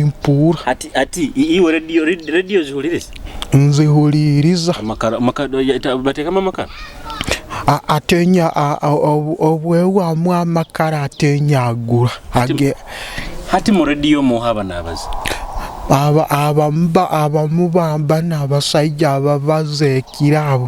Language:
Nyoro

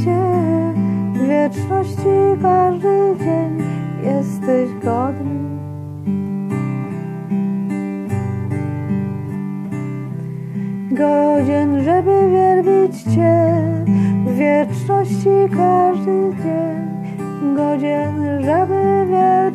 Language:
Polish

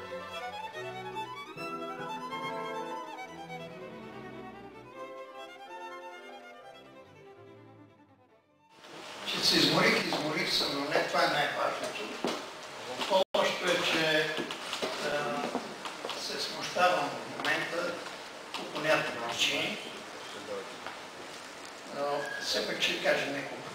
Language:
Bulgarian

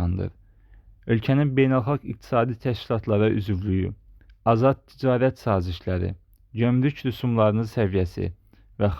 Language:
Azerbaijani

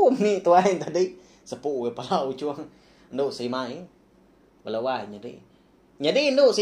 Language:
Iban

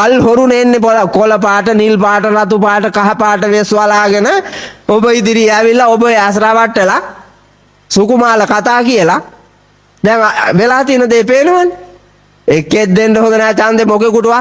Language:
Sinhala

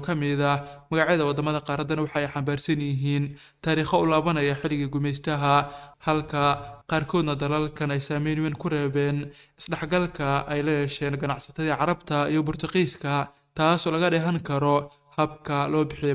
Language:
Somali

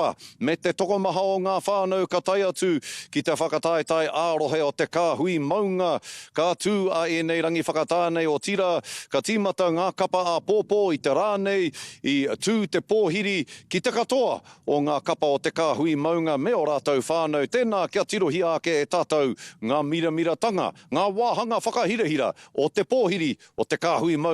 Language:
Māori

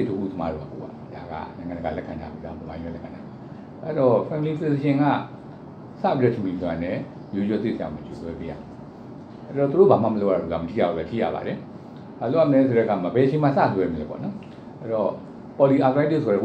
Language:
Burmese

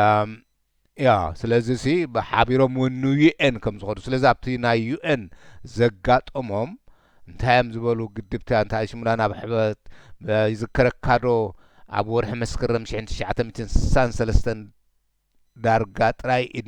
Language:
Tigrinya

